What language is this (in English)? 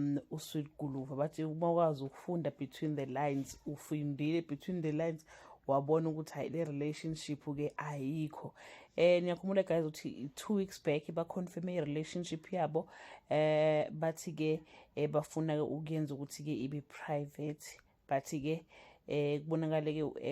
Zulu